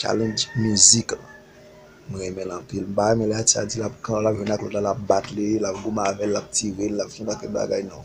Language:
Haitian Creole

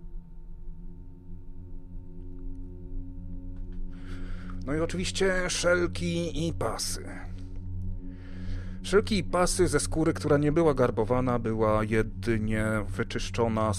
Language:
Polish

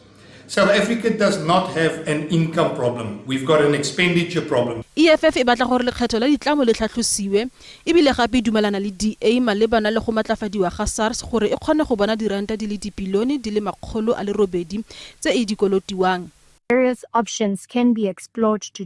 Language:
Tswana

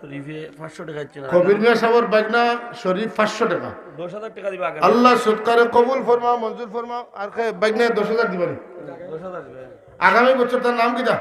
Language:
Sylheti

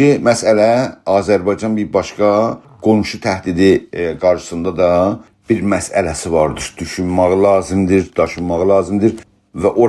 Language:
South Azerbaijani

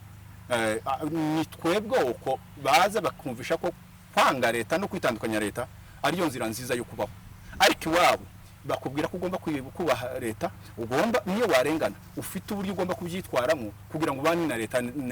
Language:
Rundi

